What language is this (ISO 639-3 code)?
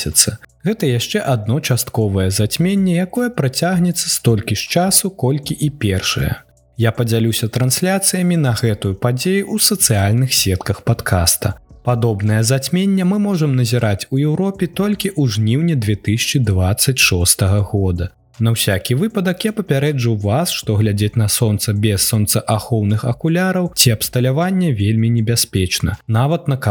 bel